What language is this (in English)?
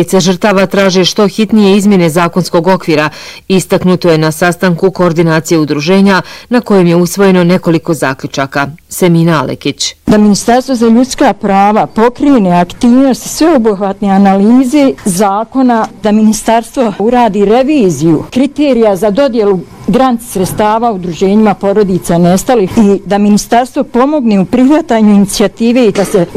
Bosnian